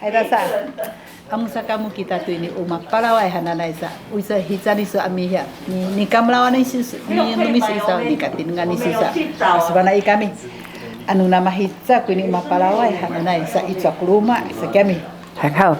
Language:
Sakizaya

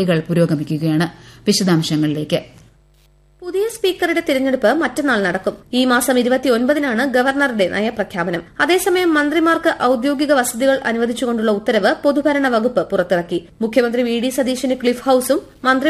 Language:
Malayalam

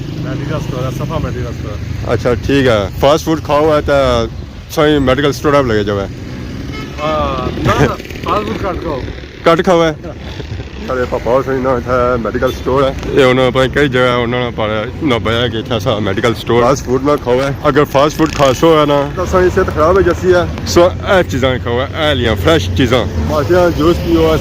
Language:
Pahari-Potwari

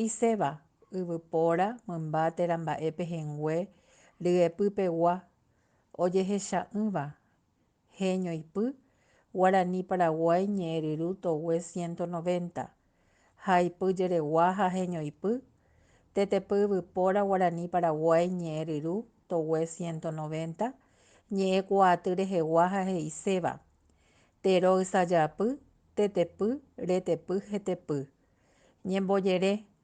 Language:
Guarani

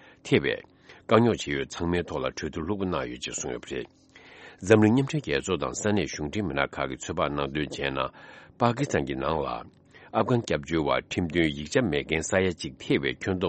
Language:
Tibetan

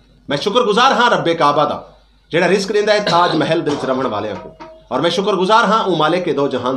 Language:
Saraiki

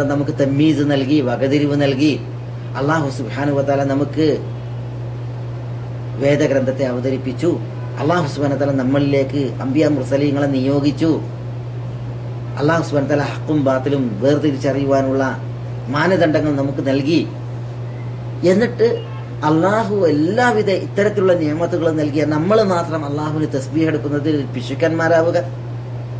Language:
Malayalam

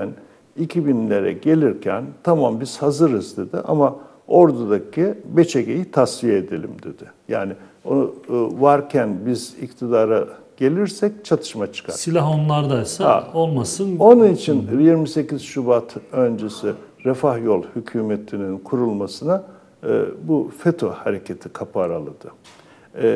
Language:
Turkish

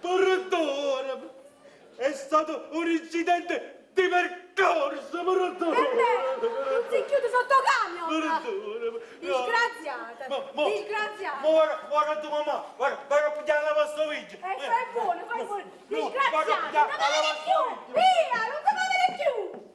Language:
Neapolitan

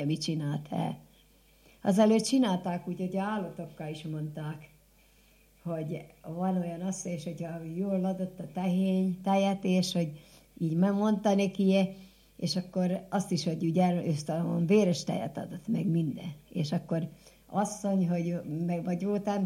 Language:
Hungarian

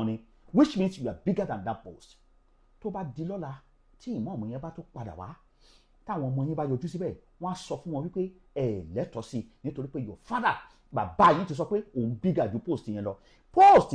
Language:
Yoruba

